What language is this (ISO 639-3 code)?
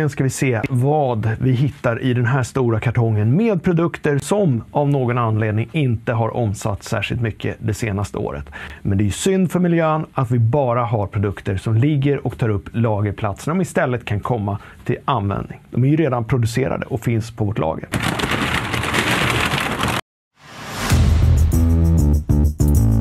swe